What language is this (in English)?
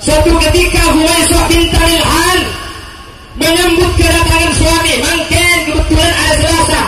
Madurese